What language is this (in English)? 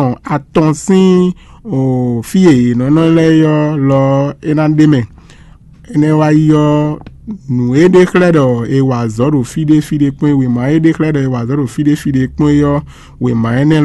Fon